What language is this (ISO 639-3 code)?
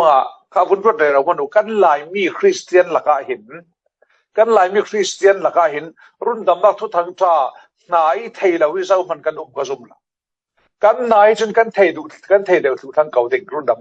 cfm